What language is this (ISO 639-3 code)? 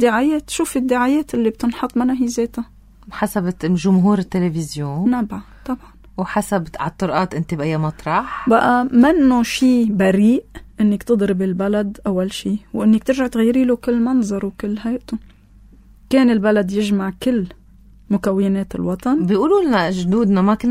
apc